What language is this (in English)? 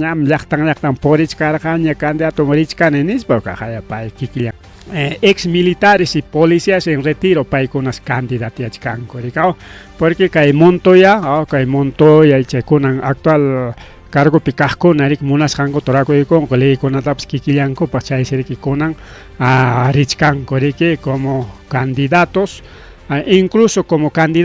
Ayacucho Quechua